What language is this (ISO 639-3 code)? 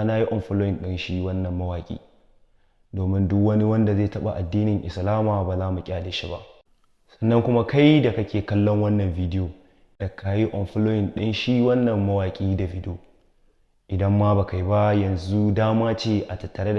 hau